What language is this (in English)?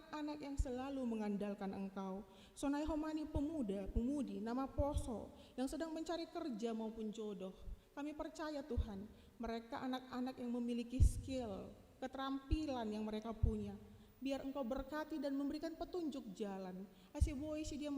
Batak Simalungun